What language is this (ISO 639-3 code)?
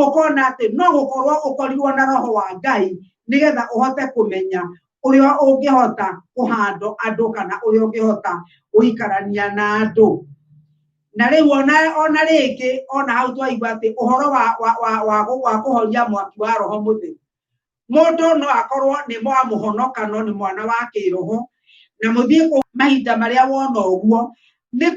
kik